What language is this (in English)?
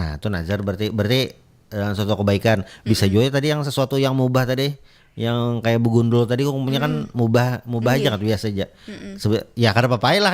Banjar